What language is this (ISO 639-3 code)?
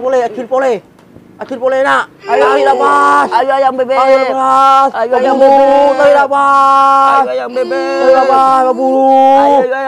mad